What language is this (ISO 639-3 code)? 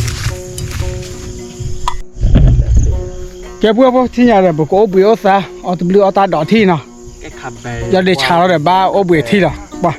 ksw